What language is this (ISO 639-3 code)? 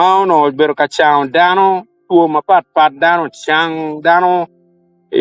ach